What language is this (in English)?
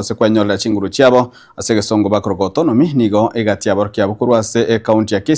Gusii